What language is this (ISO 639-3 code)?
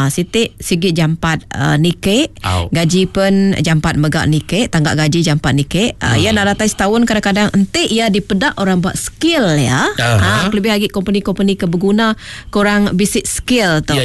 iba